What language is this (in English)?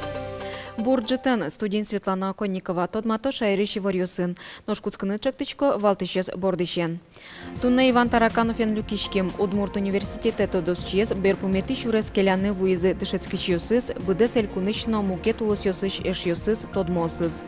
Udmurt